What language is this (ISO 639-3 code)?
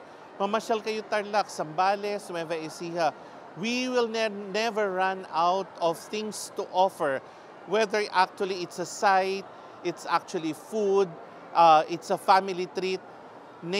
pam